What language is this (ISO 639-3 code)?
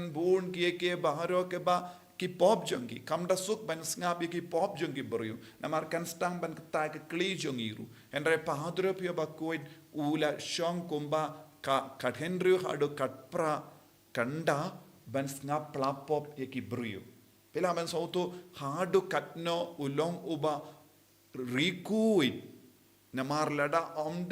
kha